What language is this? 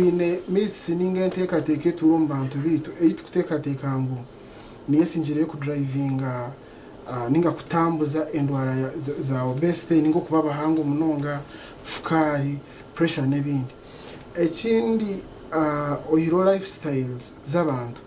Nyankole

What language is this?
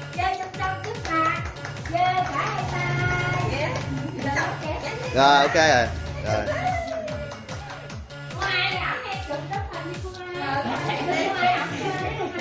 Vietnamese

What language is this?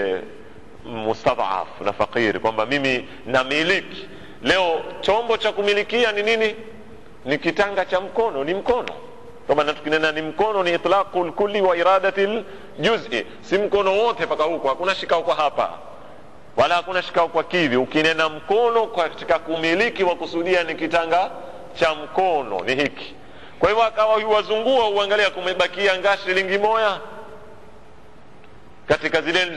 Swahili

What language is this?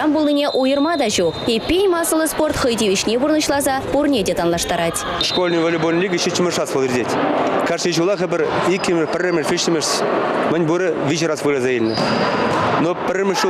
Chuvash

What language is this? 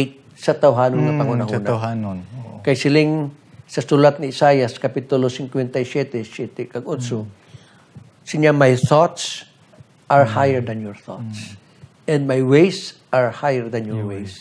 Hiligaynon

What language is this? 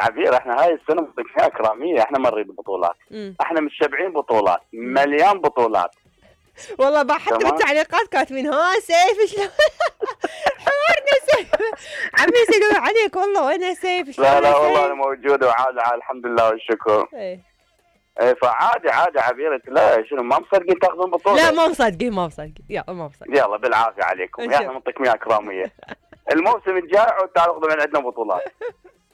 Mesopotamian Arabic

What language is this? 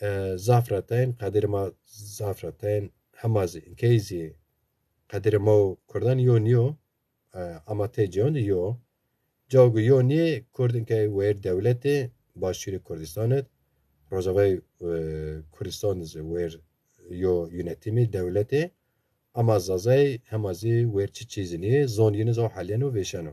Zaza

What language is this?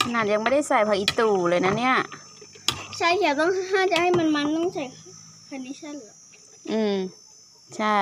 Lao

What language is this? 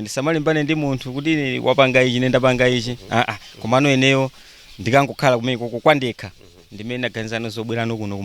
Nyanja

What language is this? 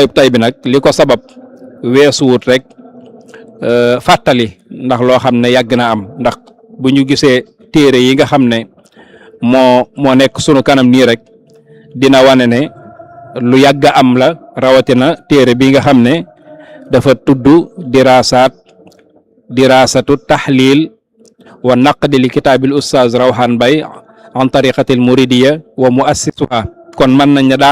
Wolof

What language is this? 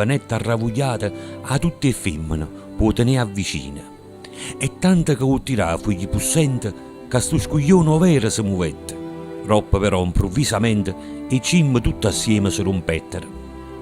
Neapolitan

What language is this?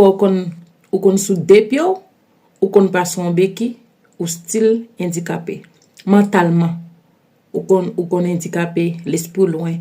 Haitian Creole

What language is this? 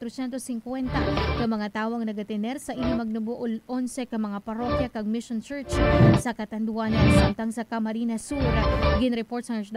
Hiligaynon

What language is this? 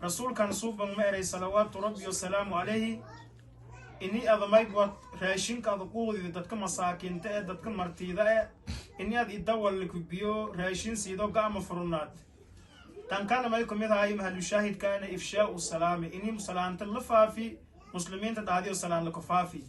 Somali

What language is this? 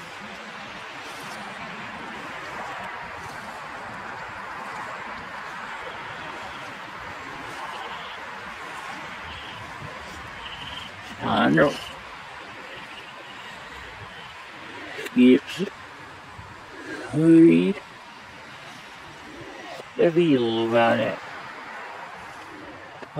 English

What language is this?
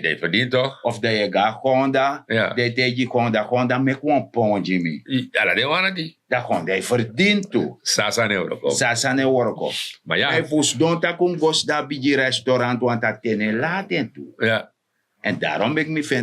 Sranan Tongo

